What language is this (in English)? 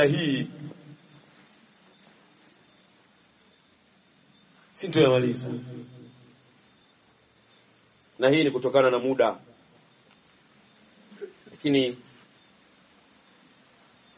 Swahili